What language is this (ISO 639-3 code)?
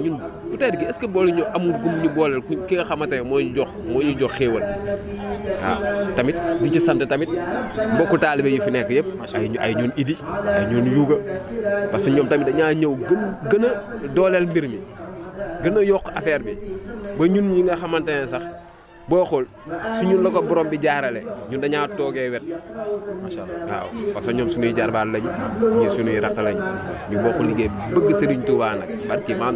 wol